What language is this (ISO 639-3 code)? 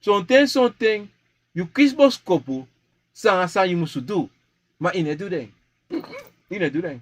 srn